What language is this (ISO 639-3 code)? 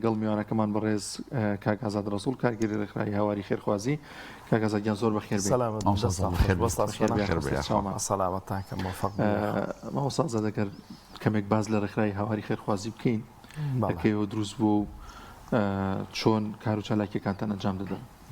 ckb